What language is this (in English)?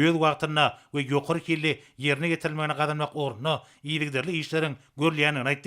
Turkmen